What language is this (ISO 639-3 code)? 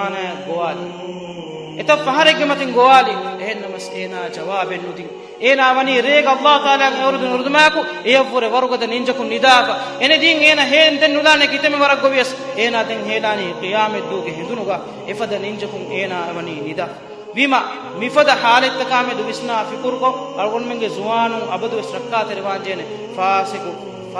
div